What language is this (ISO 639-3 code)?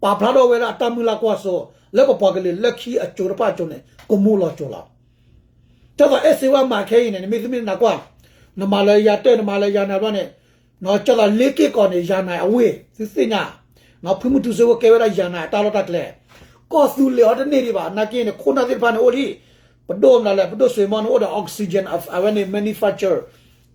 ksw